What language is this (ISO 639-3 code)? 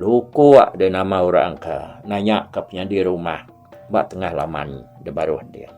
iba